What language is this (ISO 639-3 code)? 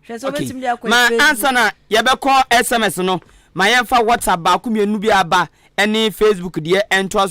aka